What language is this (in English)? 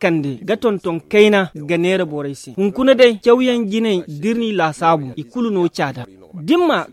Zarma